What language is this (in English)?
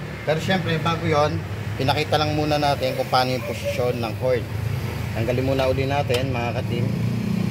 Filipino